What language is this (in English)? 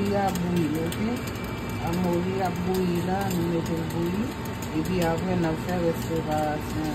Haitian Creole